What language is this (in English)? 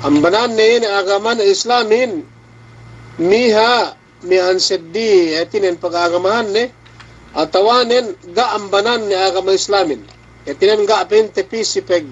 Yakan